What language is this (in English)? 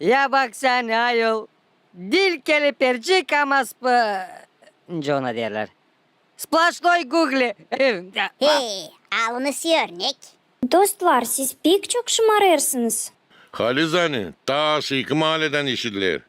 Gagauz